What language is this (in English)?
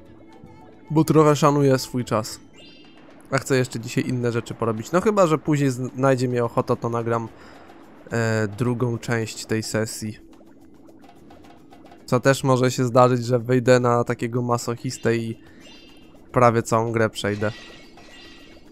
Polish